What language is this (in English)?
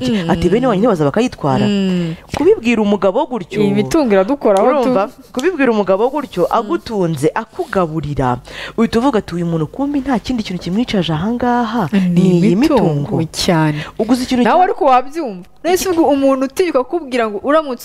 Kinyarwanda